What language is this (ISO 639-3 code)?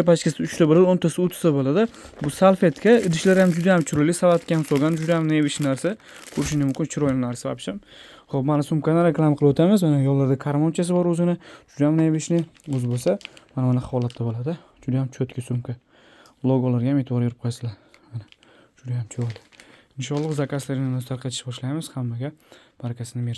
uzb